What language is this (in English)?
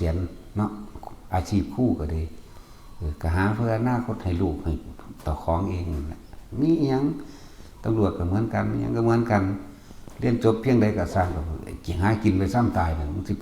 Northeastern Thai